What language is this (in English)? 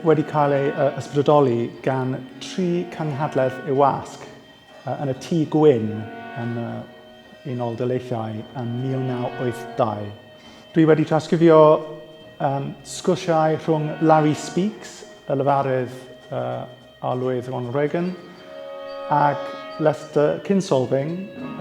Welsh